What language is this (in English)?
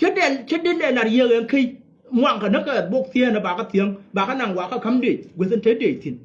Nuer